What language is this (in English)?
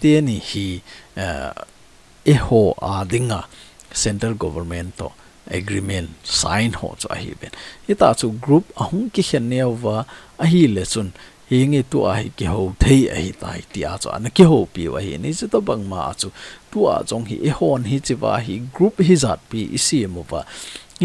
Thado Chin